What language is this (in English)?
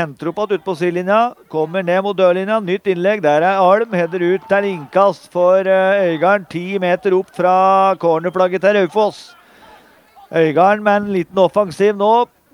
Norwegian